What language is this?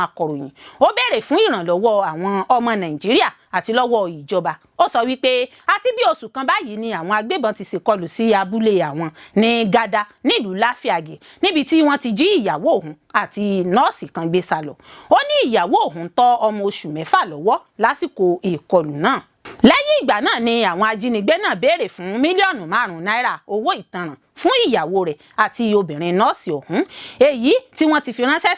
Yoruba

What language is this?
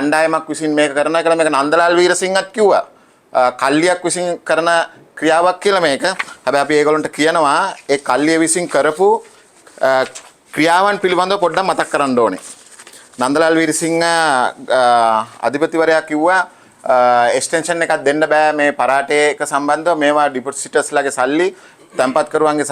Sinhala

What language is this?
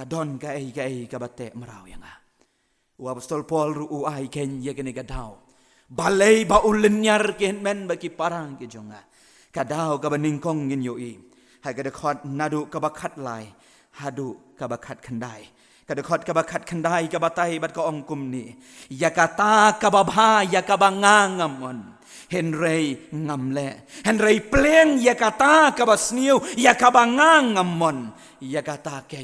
Khasi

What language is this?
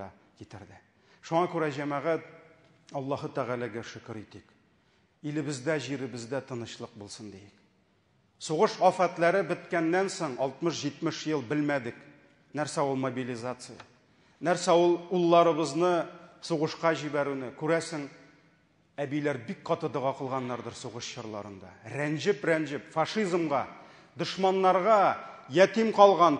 Tatar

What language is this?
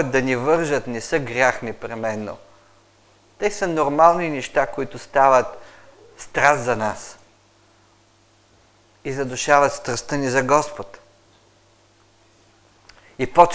Bulgarian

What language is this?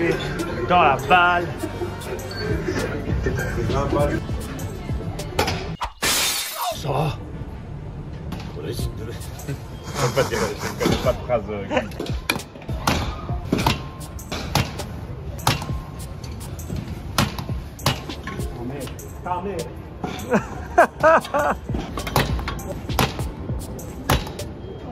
French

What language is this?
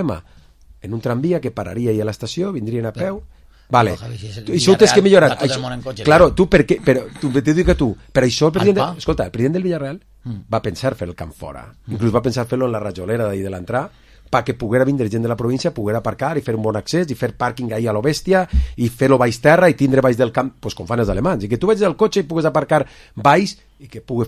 Catalan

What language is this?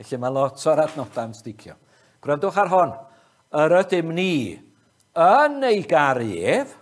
Welsh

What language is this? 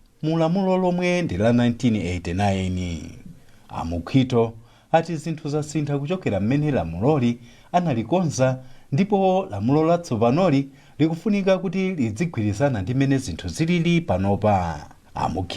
Nyanja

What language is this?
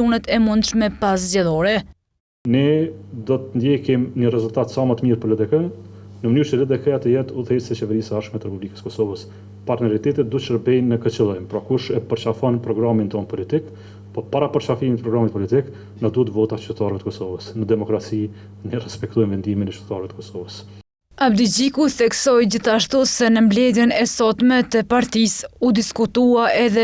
Albanian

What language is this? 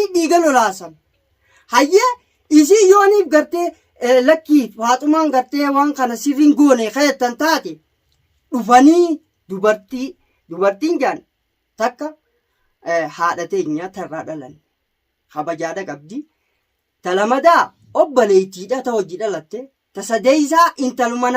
Oromo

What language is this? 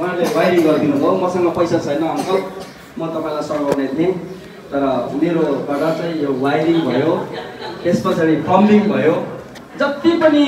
Nepali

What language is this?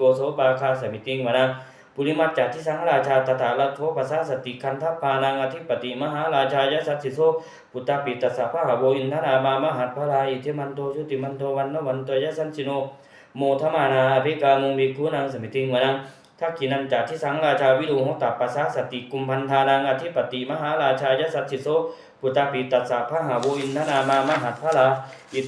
Pali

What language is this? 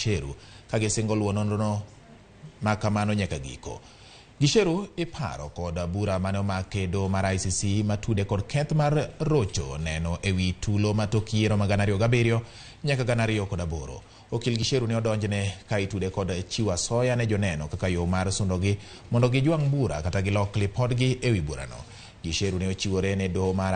Luo (Kenya and Tanzania)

